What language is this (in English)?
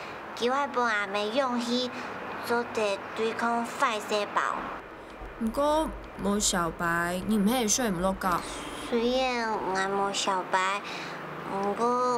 Hakka Chinese